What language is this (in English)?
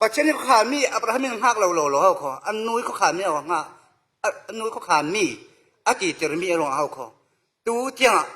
Falam Chin